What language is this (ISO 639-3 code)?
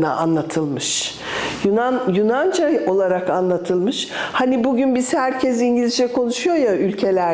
tur